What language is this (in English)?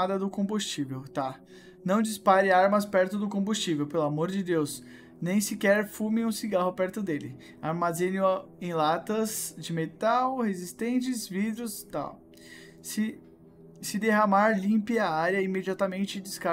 Portuguese